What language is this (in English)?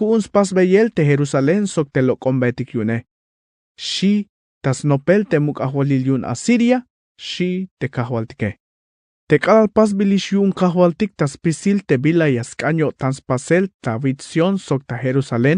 Tzeltal